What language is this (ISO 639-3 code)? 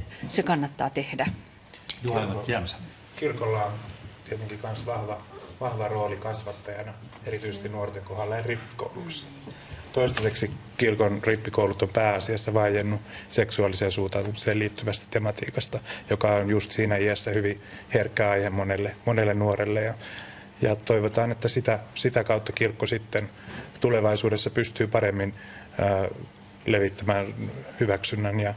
fin